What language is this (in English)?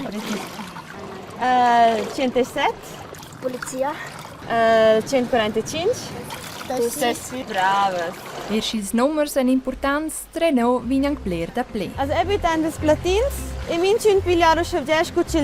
Romansh